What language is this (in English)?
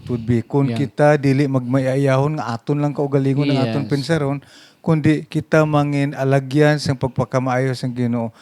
Hiligaynon